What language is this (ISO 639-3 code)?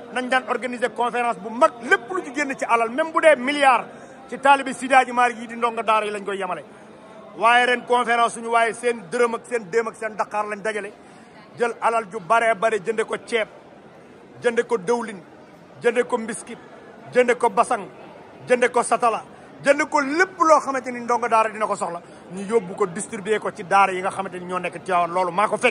wol